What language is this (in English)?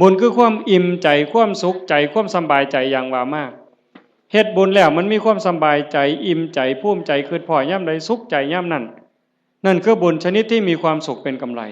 Northeastern Thai